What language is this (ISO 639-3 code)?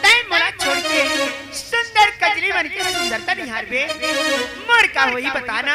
hne